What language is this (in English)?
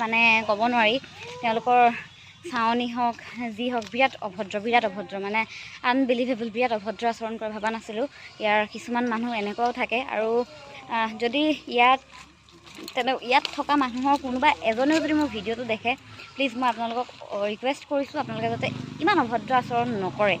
Assamese